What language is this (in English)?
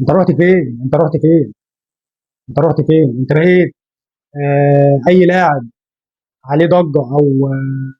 Egyptian Arabic